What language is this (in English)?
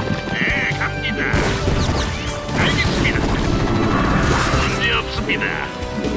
Korean